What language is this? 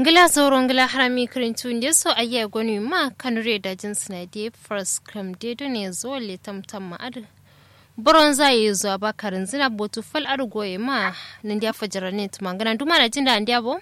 Kanuri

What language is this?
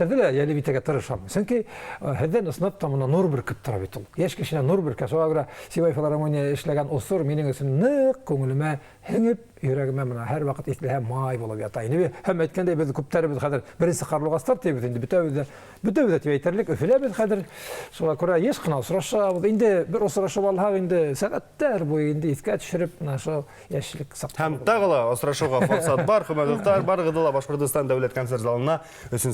Bashkir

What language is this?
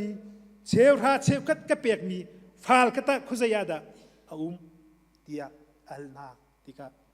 Hakha Chin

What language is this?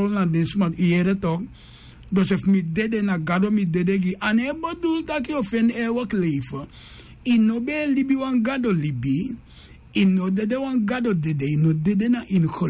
Sranan Tongo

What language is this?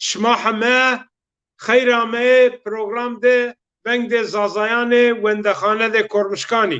Zaza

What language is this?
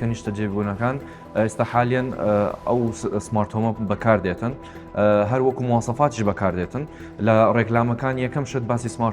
Central Kurdish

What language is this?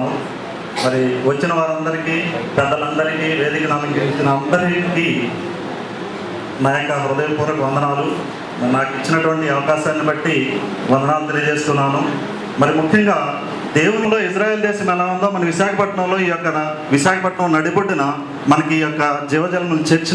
Telugu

